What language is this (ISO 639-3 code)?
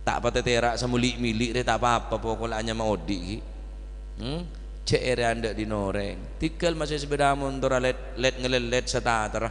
mad